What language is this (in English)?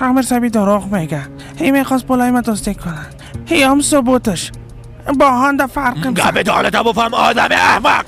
Persian